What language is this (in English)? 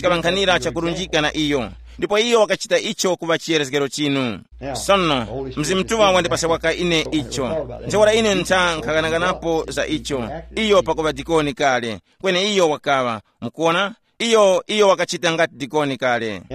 Tumbuka